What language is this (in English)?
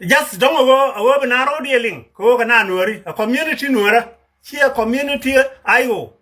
Nuer